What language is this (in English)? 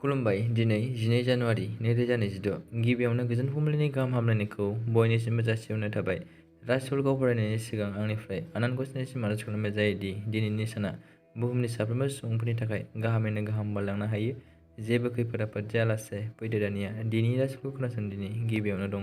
Bodo